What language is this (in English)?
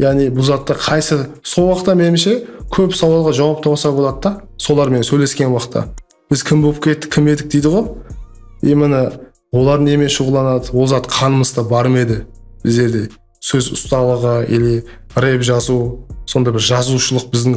Kara-Kalpak